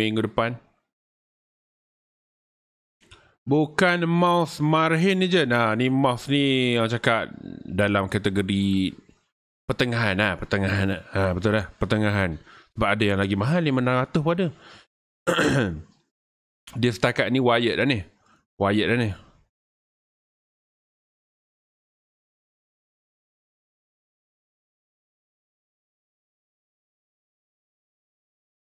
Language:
Malay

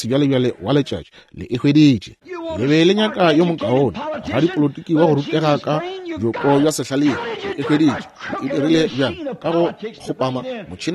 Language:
Northern Sotho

